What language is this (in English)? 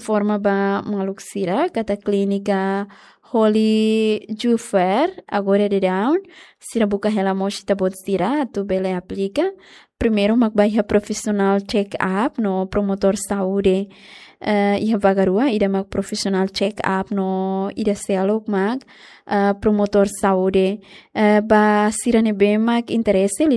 Tetum